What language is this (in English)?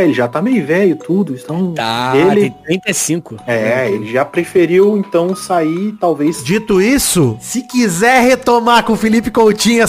Portuguese